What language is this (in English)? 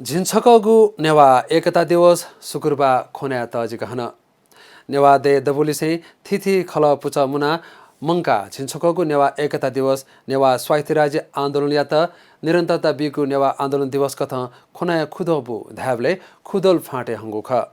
Newari